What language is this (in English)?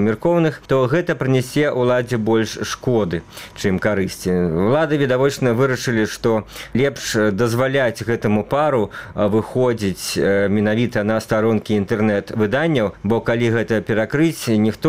Belarusian